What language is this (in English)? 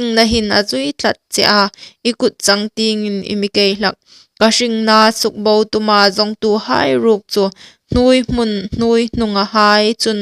Hmar